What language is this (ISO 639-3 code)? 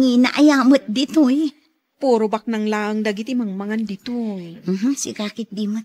ilo